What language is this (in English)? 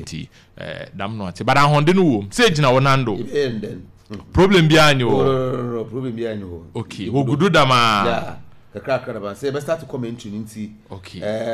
Akan